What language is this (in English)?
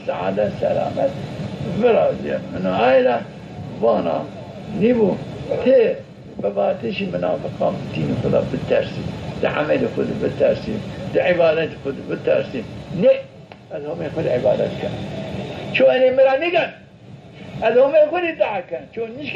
Zaza